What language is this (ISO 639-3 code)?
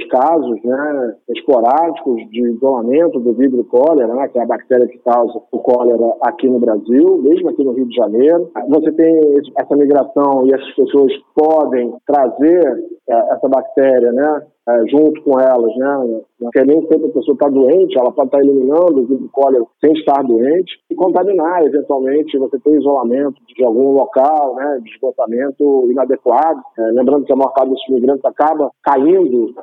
por